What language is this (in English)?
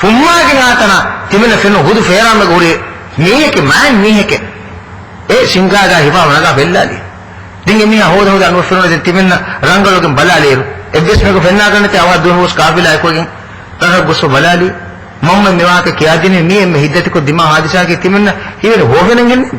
Divehi